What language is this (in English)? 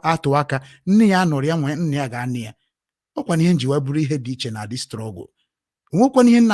Igbo